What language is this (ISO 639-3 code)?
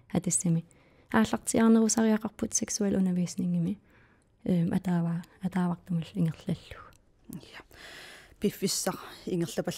kal